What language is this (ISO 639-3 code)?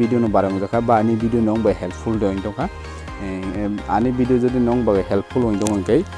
trp